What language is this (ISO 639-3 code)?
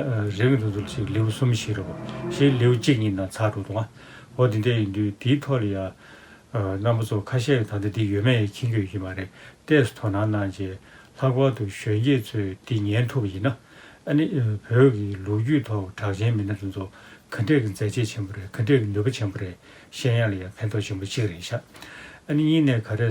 bod